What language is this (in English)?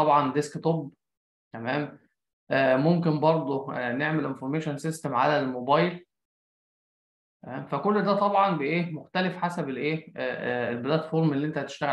Egyptian Arabic